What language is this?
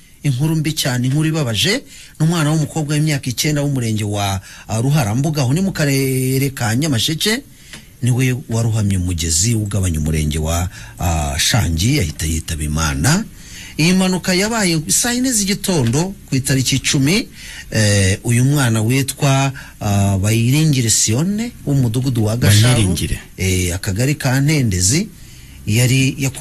Kinyarwanda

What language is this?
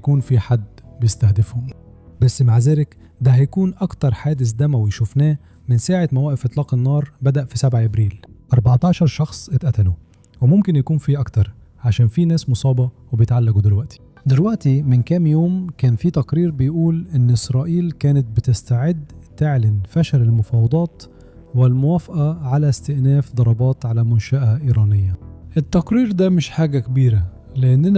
Egyptian Arabic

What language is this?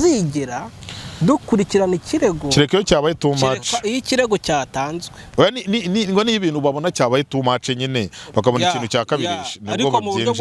Kinyarwanda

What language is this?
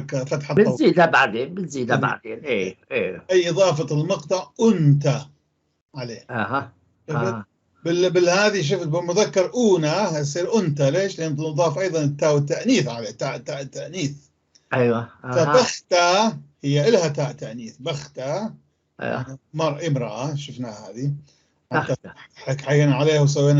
North Levantine Arabic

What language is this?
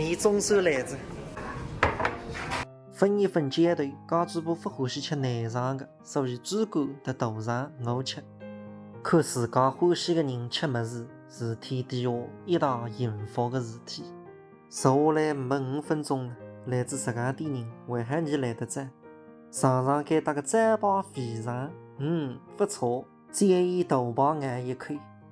Wu Chinese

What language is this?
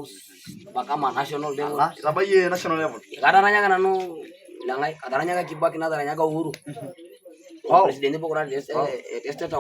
Masai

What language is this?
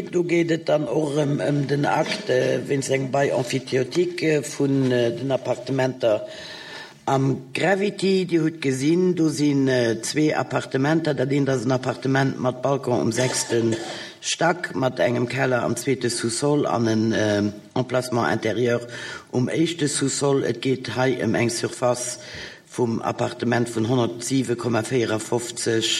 Luxembourgish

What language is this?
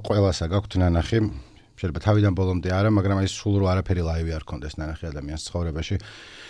Georgian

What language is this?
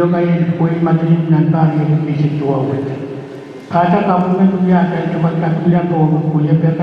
Pohnpeian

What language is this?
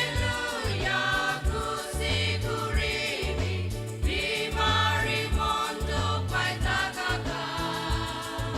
Naga Pidgin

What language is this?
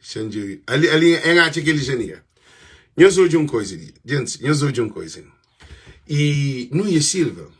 Kabuverdianu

